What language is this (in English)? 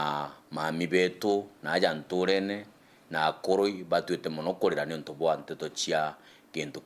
Meru